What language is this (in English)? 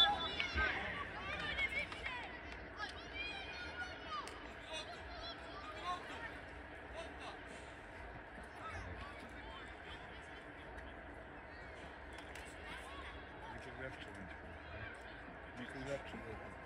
Serbian